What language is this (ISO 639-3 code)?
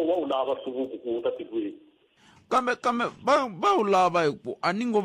tso